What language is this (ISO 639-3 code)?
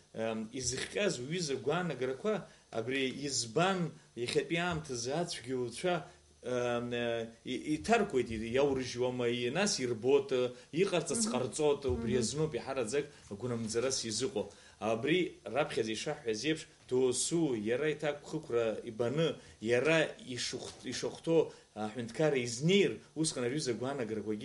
abk